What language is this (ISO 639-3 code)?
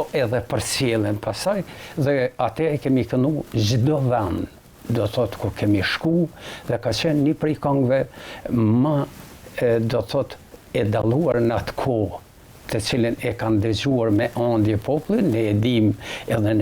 sqi